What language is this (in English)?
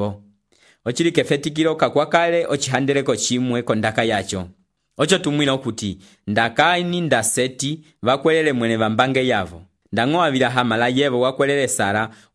Umbundu